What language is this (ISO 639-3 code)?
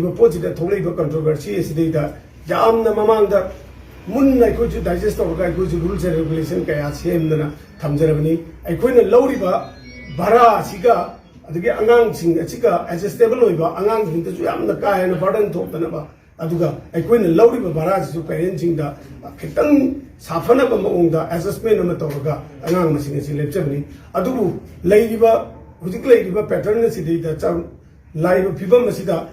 mni